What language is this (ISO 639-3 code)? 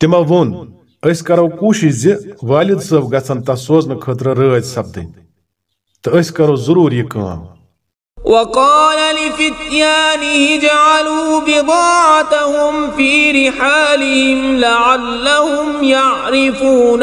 kas